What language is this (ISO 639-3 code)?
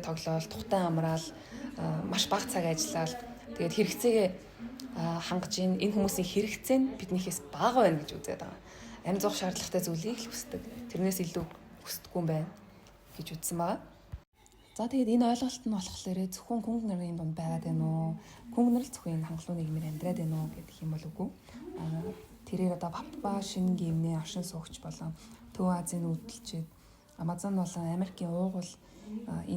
mon